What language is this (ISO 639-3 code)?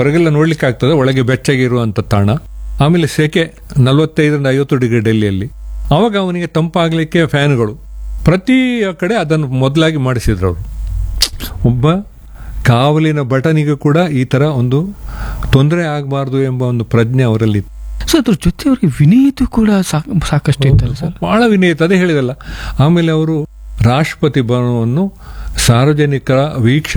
kan